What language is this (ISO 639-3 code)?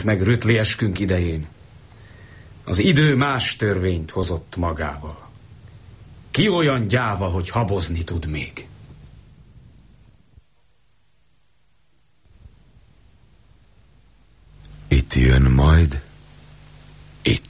hun